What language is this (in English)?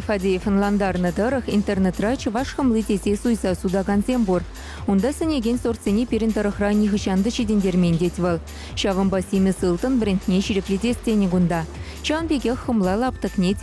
Chuvash